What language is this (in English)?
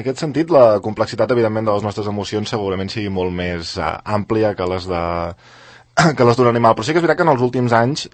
Catalan